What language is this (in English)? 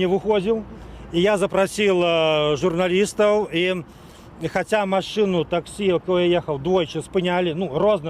Belarusian